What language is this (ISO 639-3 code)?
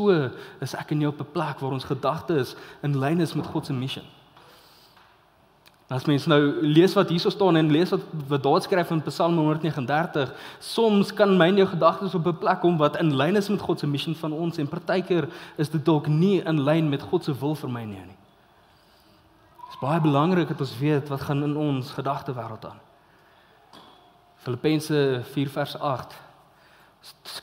afr